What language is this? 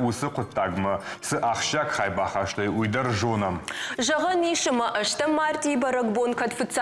Ossetic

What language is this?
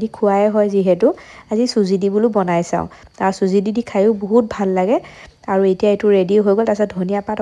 Assamese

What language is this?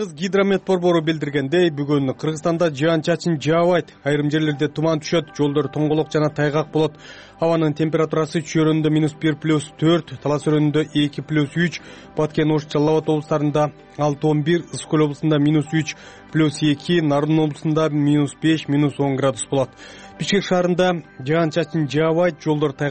Kyrgyz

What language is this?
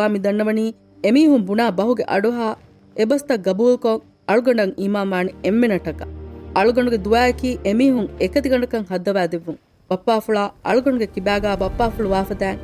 Divehi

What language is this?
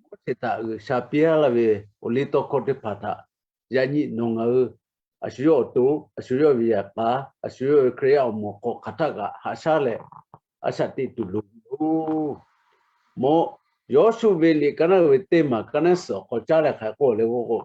Lahu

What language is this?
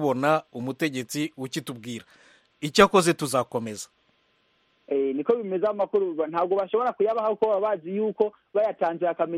Kinyarwanda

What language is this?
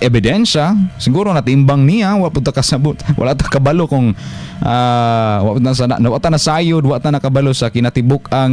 Cebuano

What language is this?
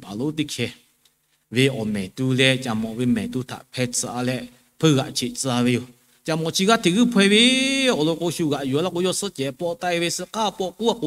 Lahu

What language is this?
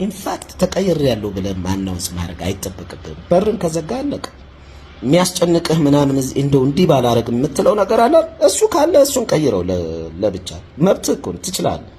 Amharic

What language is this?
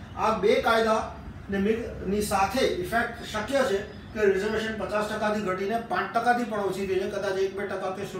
Gujarati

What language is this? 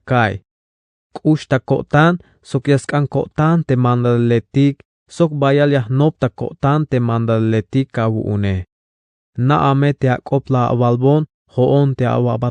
Tzeltal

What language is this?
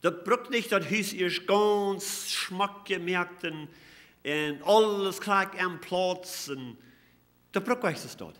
Plautdietsch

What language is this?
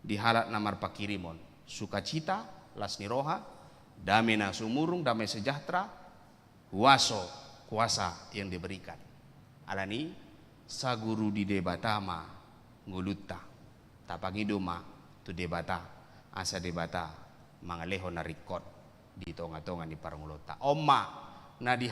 Batak Toba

